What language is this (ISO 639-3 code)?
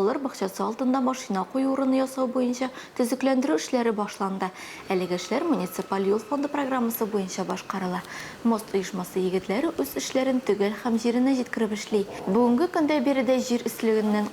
tat